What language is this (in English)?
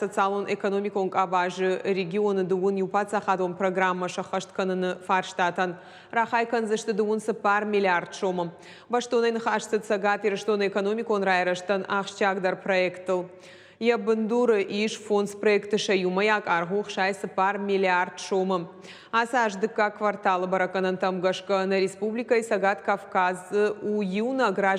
Ossetic